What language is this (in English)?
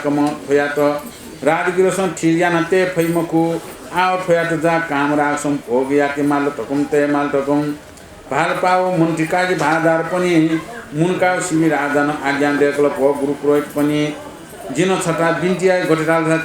Newari